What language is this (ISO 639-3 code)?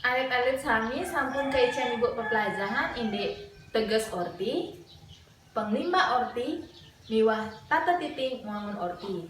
ban